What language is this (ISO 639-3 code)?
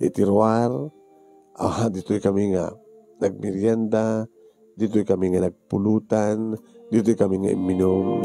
ilo